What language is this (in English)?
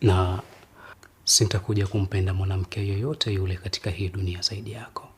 Swahili